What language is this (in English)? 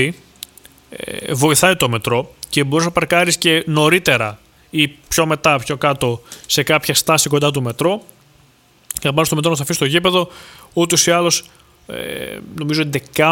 Greek